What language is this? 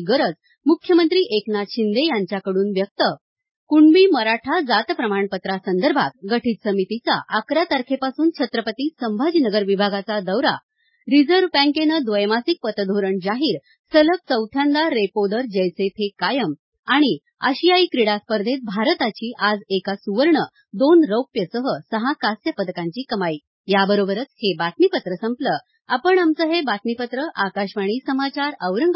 Marathi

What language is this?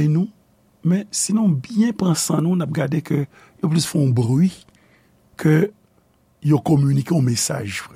Haitian Creole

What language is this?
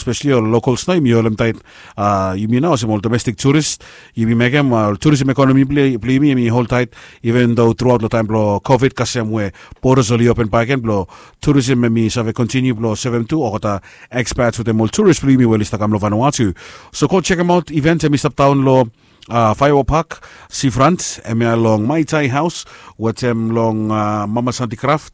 Bislama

